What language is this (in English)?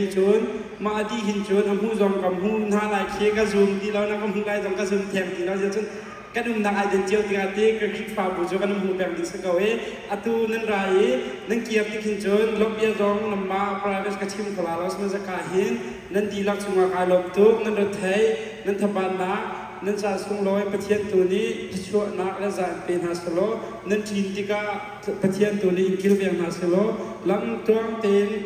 Hakha Chin